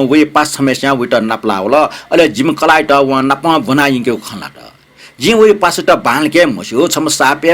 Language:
Newari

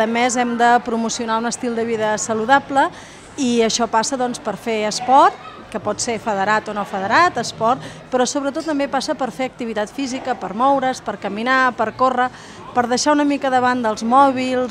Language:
Catalan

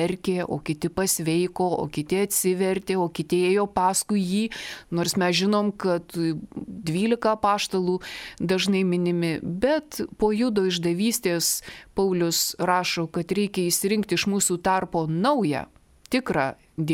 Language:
Lithuanian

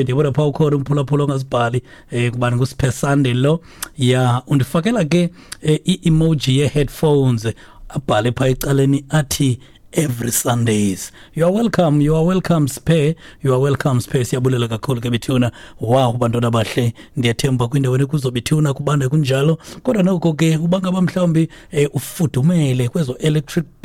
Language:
Xhosa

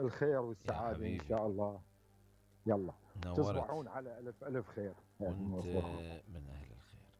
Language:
Mesopotamian Arabic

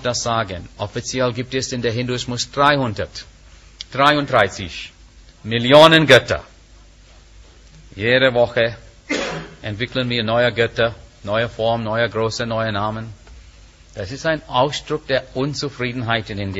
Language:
German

